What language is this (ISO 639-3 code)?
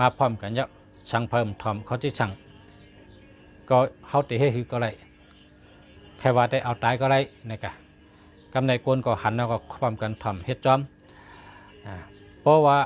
shn